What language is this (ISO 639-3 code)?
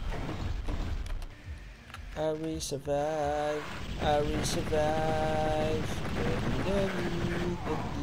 fra